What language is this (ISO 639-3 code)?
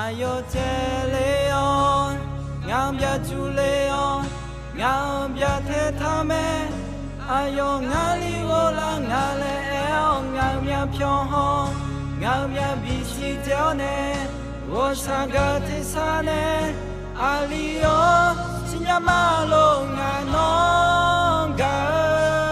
ahk